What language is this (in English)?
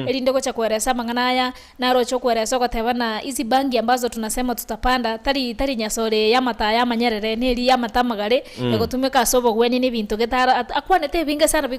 Gusii